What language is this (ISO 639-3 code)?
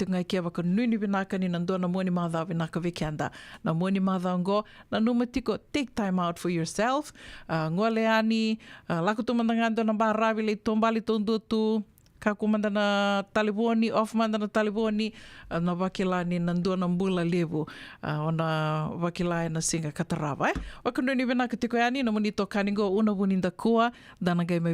fij